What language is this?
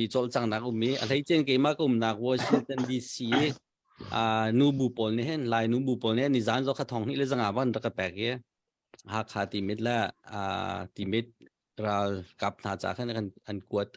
Hakha Chin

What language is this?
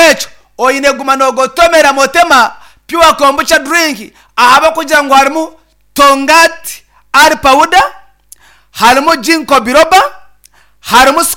Nyankole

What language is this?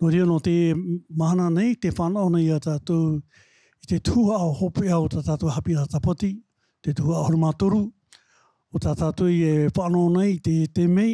Tahitian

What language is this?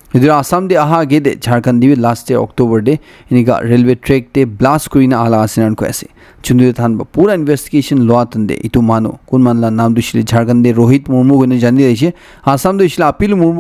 Naga Pidgin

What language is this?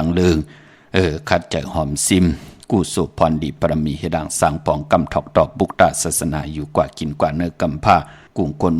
Shan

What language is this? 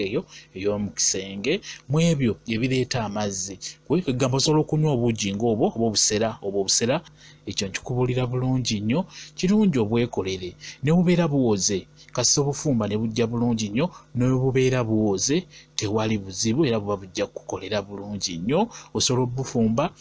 Ganda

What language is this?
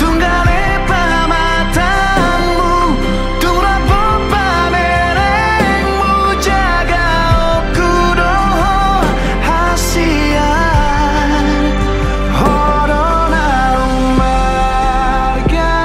Batak Toba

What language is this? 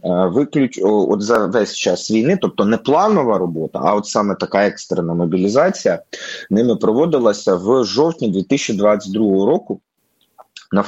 Ukrainian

